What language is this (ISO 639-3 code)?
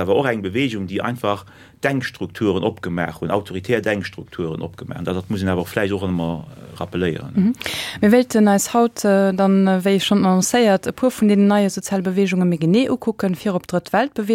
ltz